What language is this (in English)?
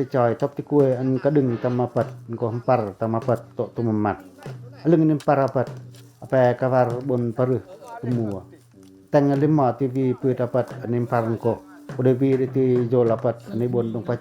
Pacoh